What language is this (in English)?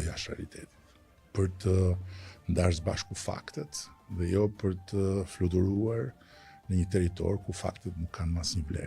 Albanian